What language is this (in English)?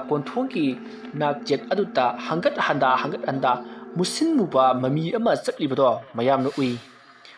Manipuri